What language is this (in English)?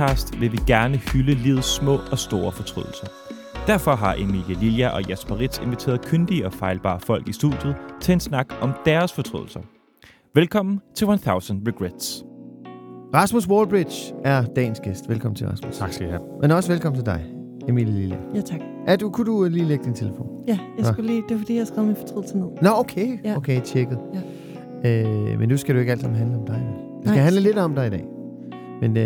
Danish